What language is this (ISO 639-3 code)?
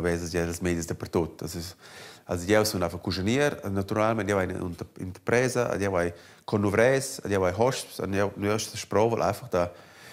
roh